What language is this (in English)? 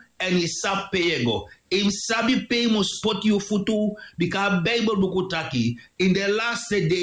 Sranan Tongo